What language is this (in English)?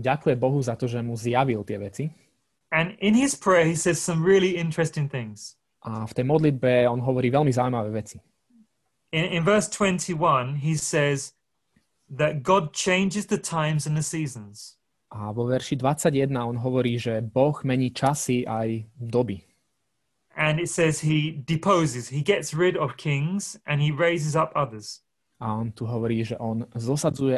Slovak